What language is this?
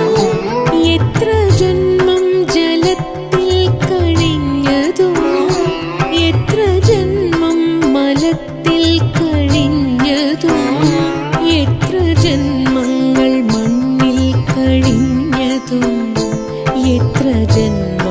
Malayalam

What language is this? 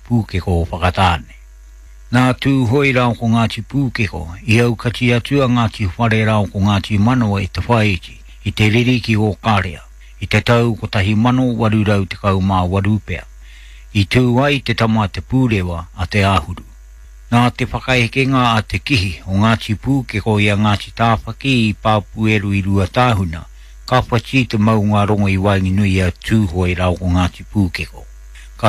Māori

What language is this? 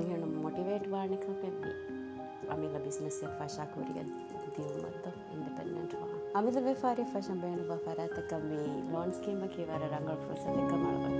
Divehi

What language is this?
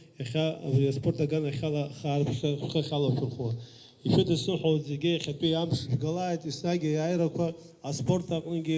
Abkhazian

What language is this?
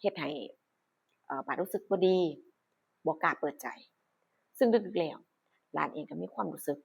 Northeastern Thai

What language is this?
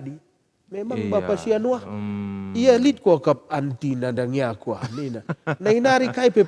Batak Karo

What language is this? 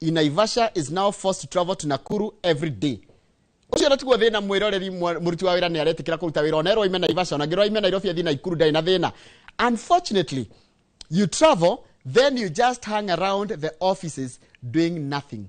Kikuyu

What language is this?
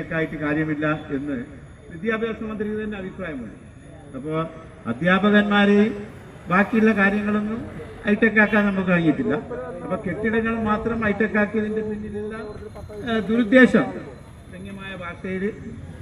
Malayalam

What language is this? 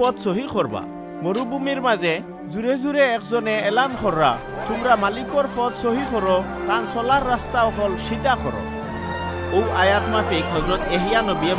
Sylheti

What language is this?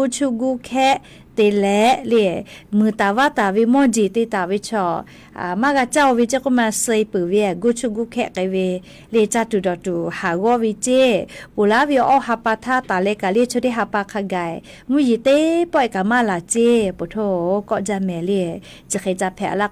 Lahu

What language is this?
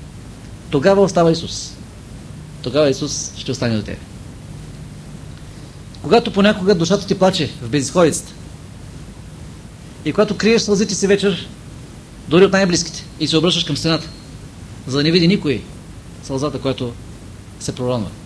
Bulgarian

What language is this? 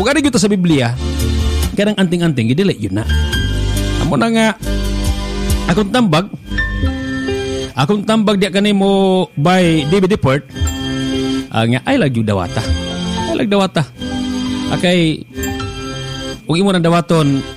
Cebuano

